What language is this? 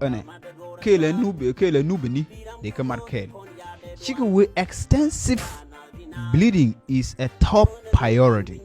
Nuer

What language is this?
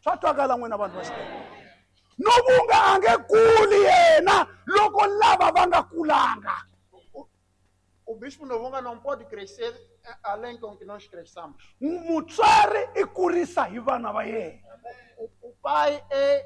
Tsonga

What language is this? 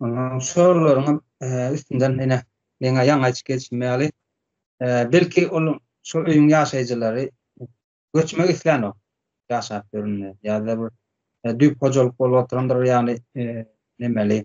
Turkmen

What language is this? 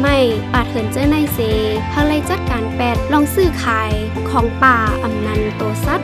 Shan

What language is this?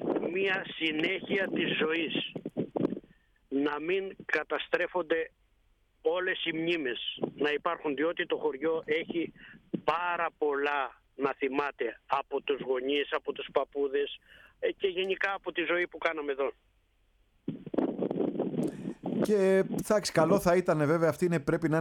Greek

